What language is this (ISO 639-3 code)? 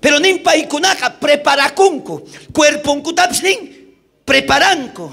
quh